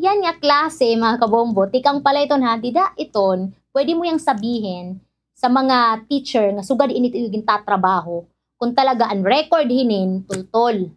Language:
Waray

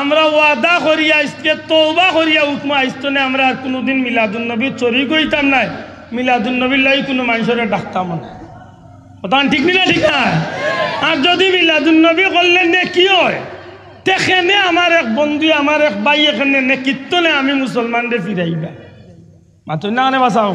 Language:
Sylheti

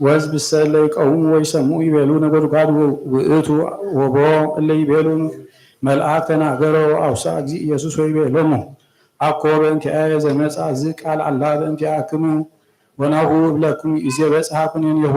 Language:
Geez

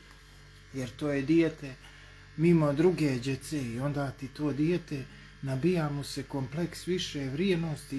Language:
Bosnian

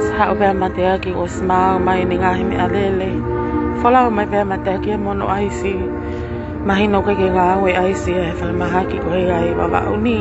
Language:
Tongan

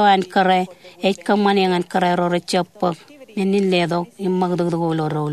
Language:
Marshallese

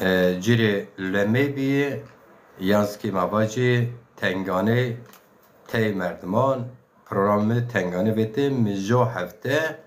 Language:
Zaza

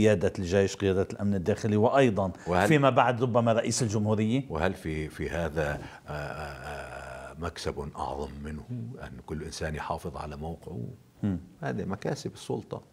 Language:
North Levantine Arabic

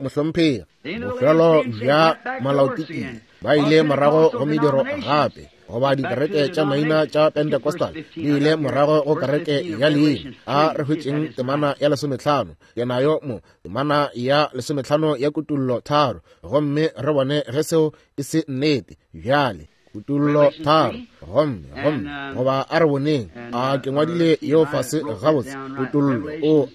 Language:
Northern Sotho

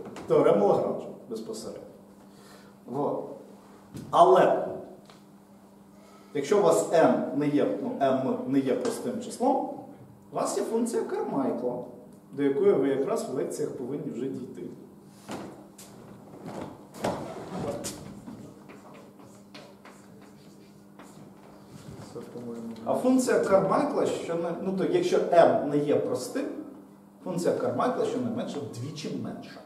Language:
Ukrainian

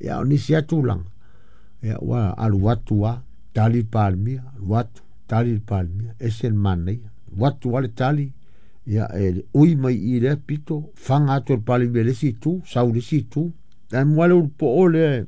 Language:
Samoan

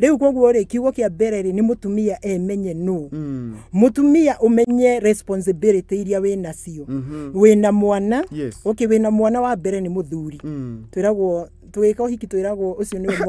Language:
Kikuyu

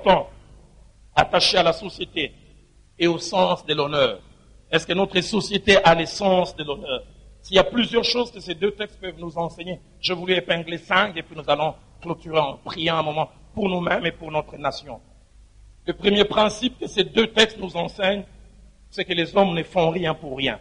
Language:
French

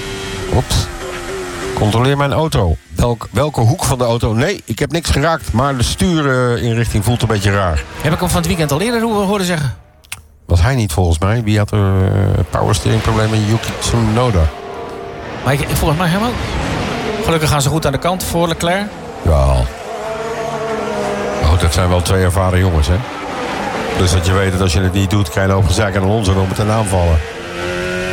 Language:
Dutch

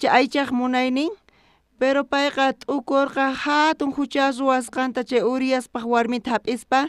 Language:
South Bolivian Quechua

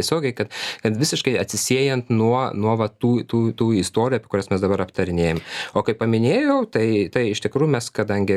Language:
Lithuanian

